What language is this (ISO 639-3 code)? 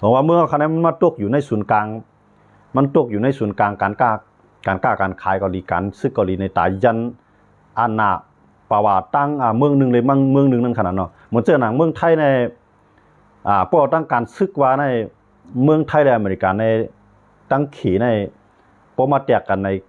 shn